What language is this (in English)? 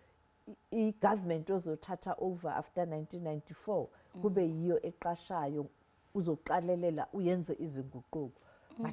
Zulu